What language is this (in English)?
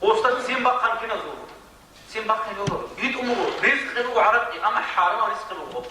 Avaric